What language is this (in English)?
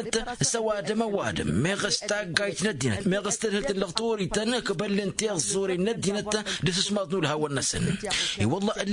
Tamasheq